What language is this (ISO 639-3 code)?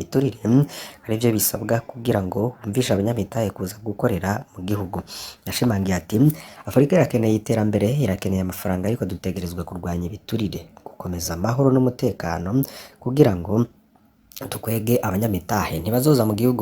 run